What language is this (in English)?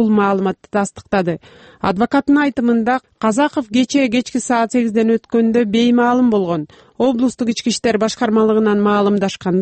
Kyrgyz